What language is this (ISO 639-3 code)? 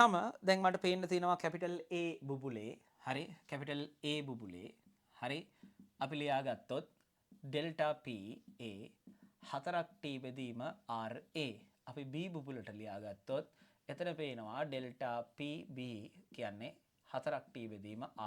sin